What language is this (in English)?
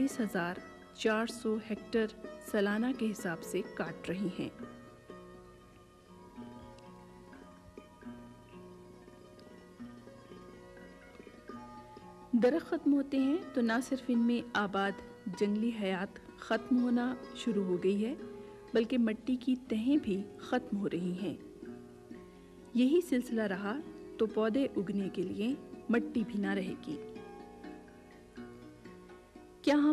Urdu